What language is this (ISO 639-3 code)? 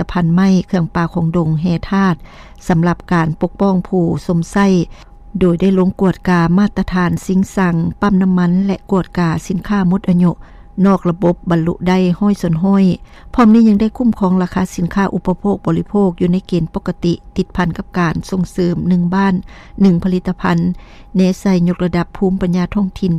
lao